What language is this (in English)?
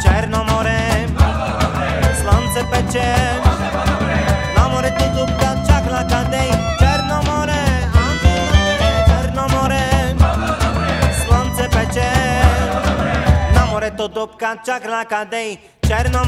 Bulgarian